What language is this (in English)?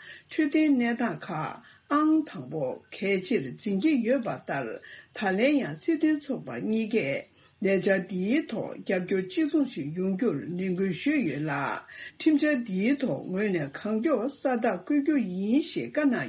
Tibetan